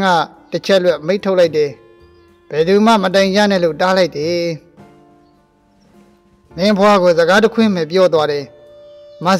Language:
Burmese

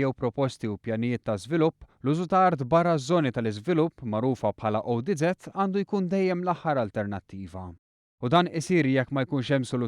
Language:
Maltese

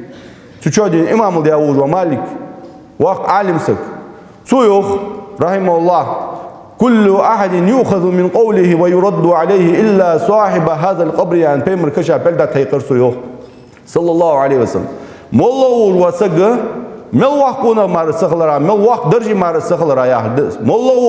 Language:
Ingush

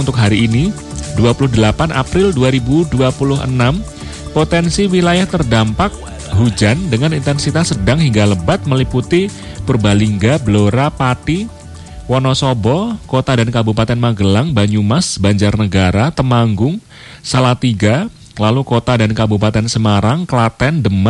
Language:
Indonesian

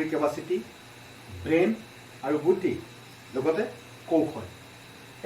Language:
Assamese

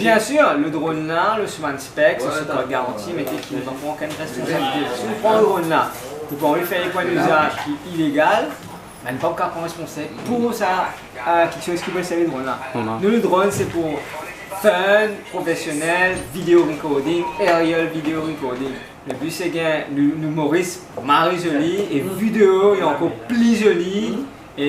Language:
Morisyen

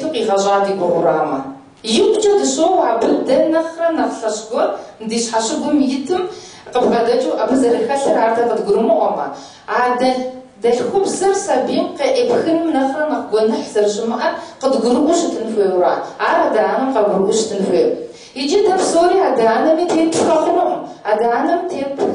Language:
Kabardian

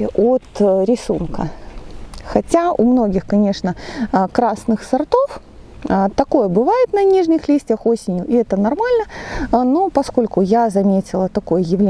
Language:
Russian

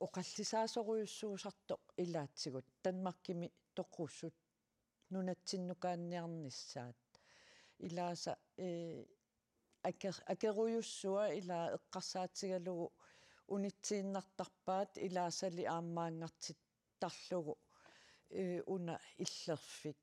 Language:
Kalaallisut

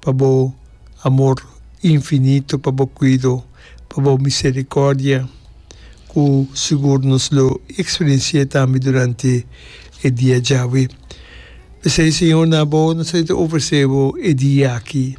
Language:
Papiamento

